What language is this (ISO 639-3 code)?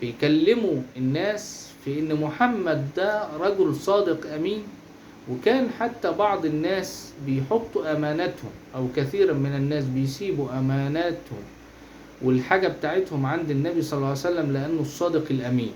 arz